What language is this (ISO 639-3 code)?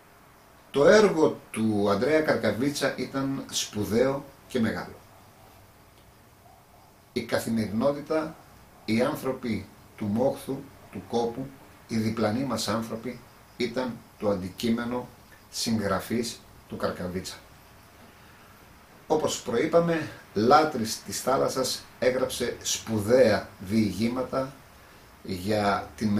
ell